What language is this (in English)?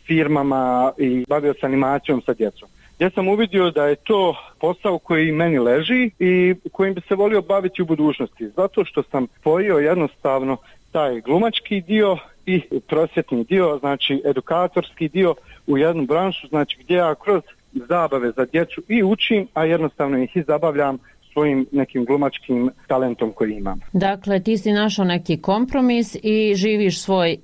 Bosnian